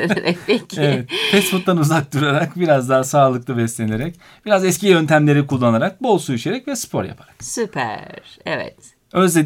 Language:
Turkish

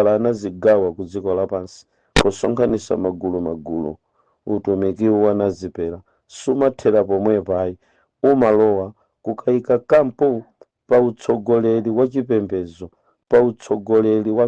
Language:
Nyanja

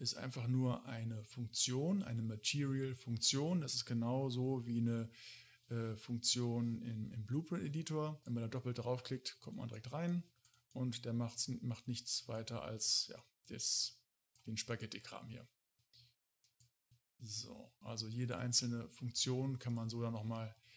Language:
German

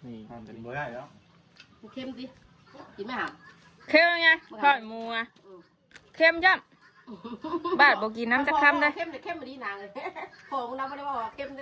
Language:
Northeastern Thai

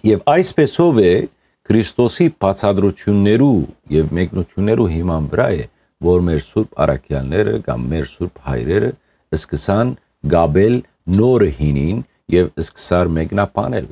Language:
Western Armenian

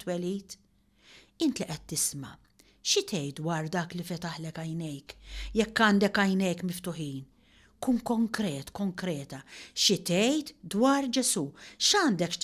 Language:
Maltese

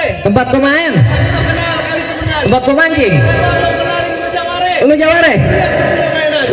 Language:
Betawi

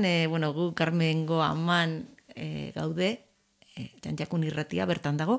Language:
Basque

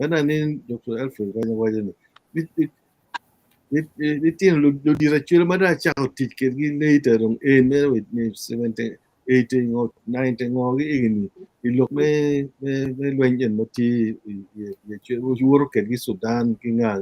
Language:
Acoli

